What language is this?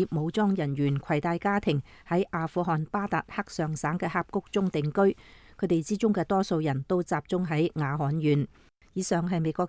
Cantonese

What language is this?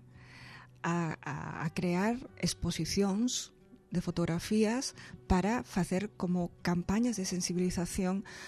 Galician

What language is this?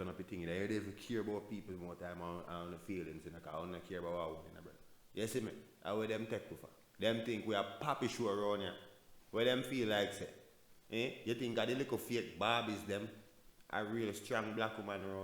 Jamaican Creole English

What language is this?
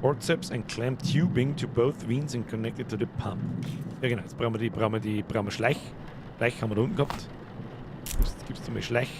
Bavarian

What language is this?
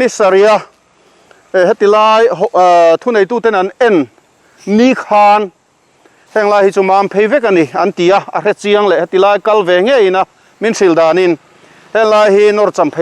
Mizo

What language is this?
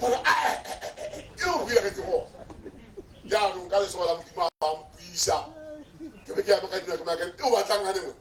Tswana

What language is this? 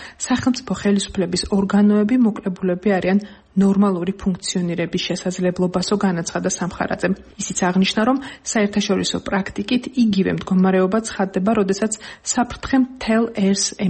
Georgian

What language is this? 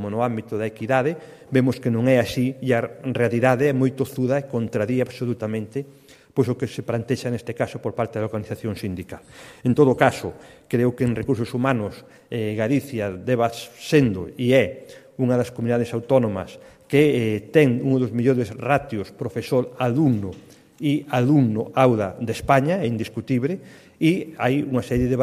Galician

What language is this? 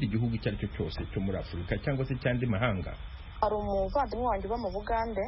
Kinyarwanda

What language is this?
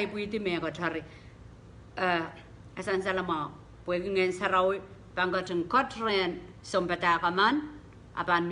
Pohnpeian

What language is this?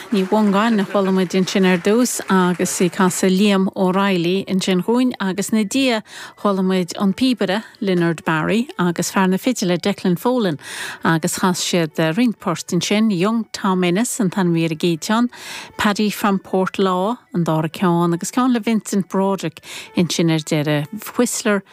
Irish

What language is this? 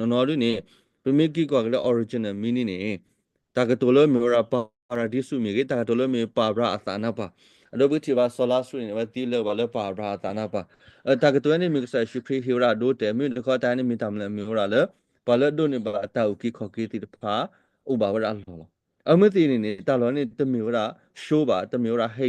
S'gaw Karen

